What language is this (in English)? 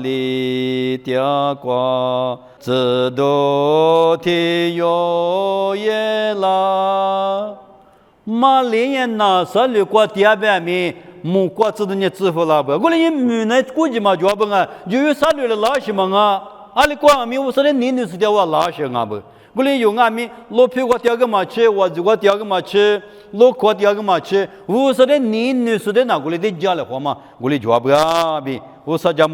Lisu